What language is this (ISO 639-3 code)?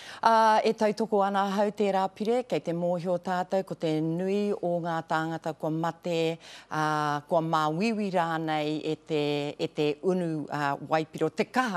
mri